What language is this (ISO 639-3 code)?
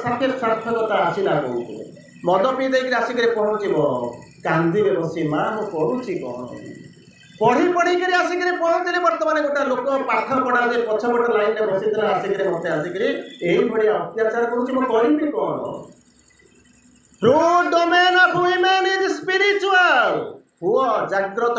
ori